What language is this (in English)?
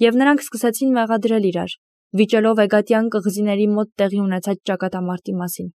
Armenian